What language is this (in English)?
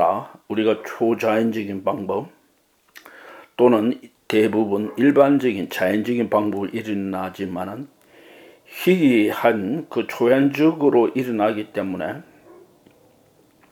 Korean